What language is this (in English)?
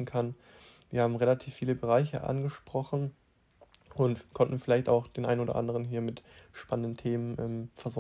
German